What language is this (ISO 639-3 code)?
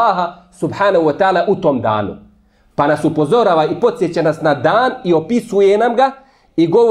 bos